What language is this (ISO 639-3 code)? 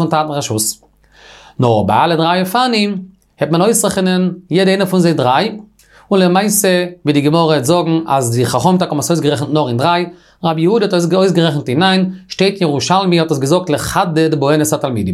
yid